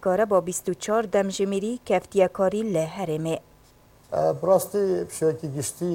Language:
Kurdish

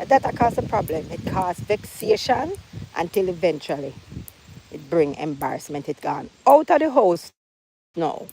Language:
Jamaican Creole English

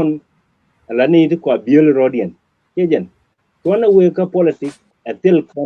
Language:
Nuer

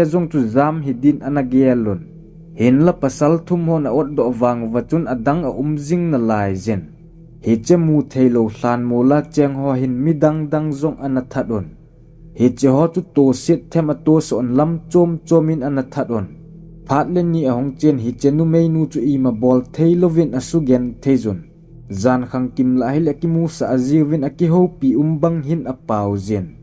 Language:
Thado Chin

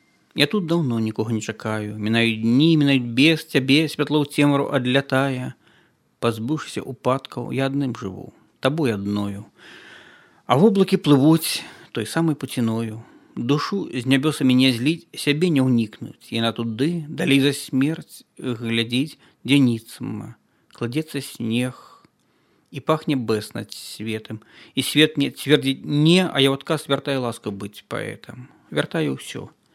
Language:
Belarusian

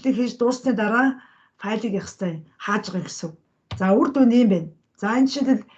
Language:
Mongolian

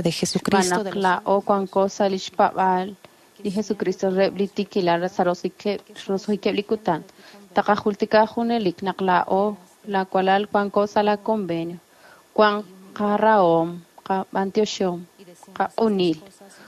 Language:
Kekchí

